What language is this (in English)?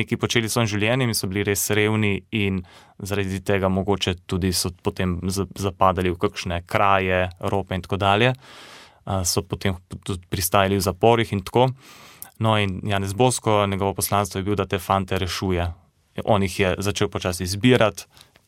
Slovenian